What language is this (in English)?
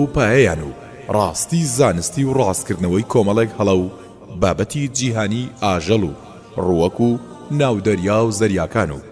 Central Kurdish